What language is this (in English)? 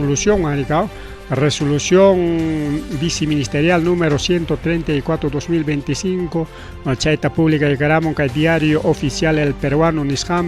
Ayacucho Quechua